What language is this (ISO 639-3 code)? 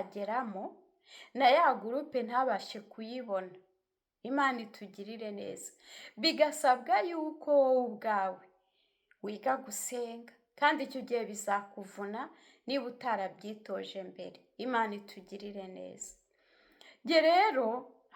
kin